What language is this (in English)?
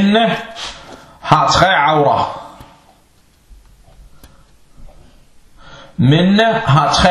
Danish